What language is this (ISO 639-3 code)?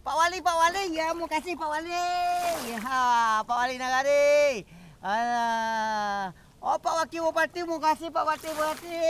min